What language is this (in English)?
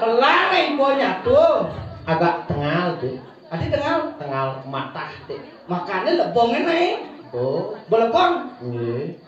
Balinese